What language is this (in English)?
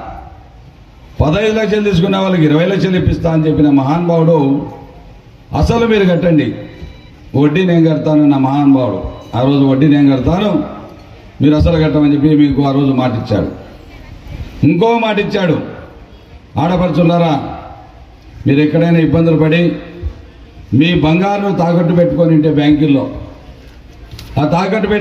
Telugu